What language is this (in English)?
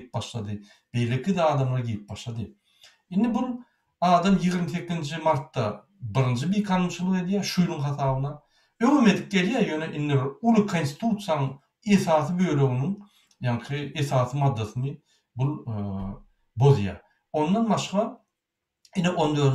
Turkmen